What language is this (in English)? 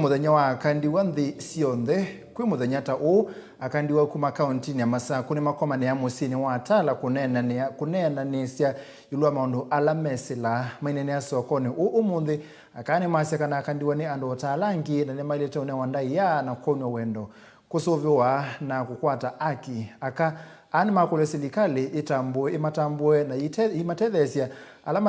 Kamba